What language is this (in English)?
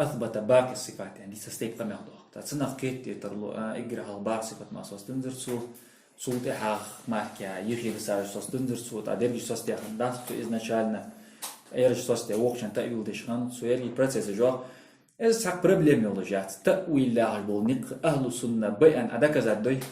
Ingush